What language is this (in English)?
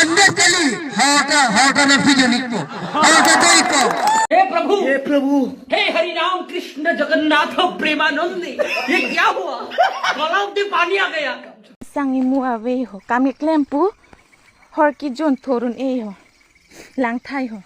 Karbi